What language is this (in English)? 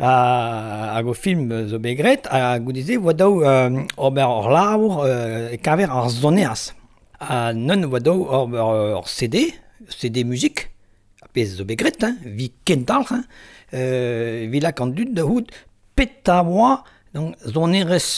Breton